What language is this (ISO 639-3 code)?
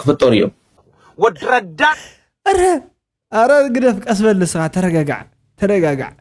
tir